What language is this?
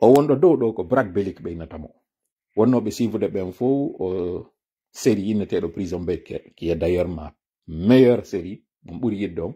Pular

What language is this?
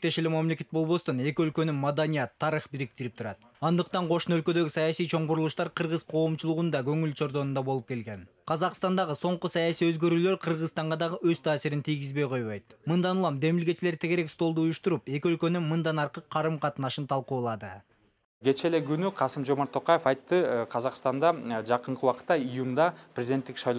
Kyrgyz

